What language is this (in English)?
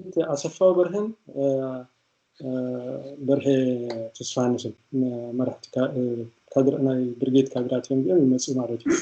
Tigrinya